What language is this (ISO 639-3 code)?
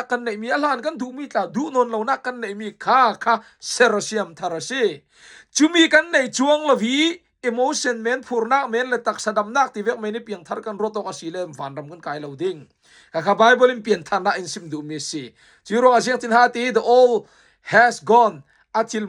cfm